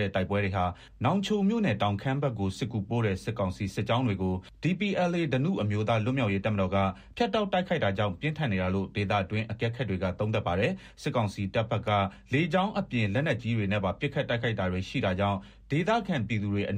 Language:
Burmese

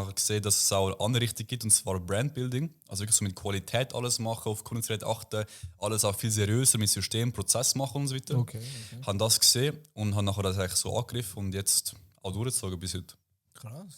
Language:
Swiss German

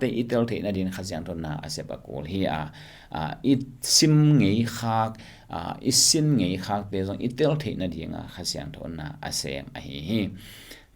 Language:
Tedim Chin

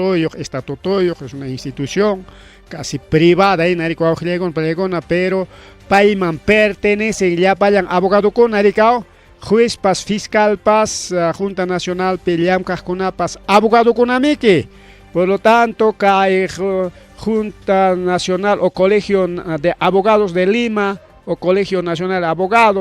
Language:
Ayacucho Quechua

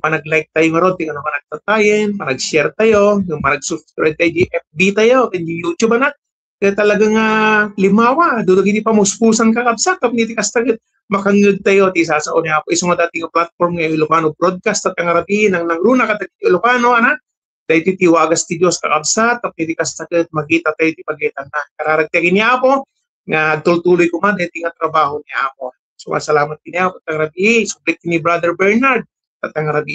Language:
Iloko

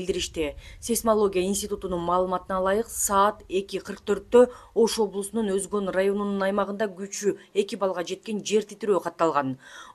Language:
Kyrgyz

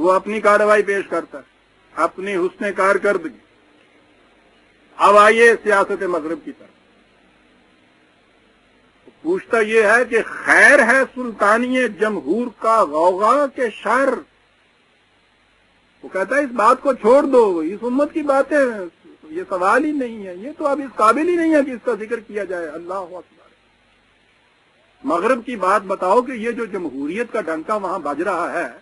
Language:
Urdu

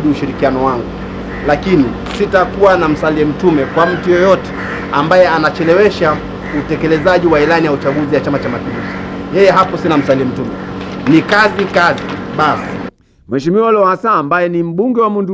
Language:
Swahili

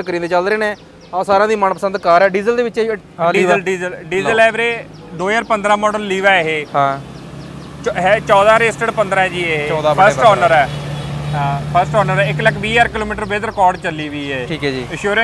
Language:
Punjabi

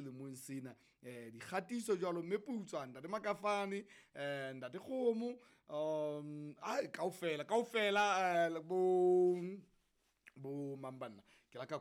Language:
Southern Sotho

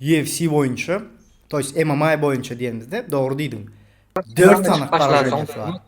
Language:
Turkmen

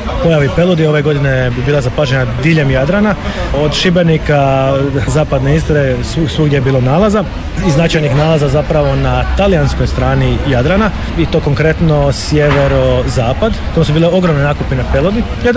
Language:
Croatian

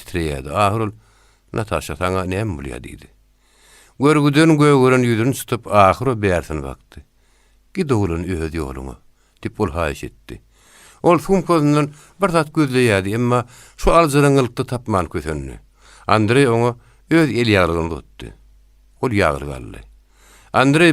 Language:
Turkmen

